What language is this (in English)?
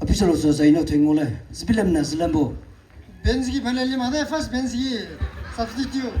Maram Naga